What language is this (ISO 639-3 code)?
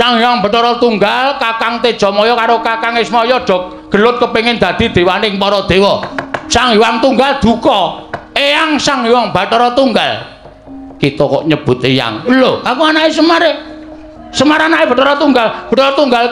jav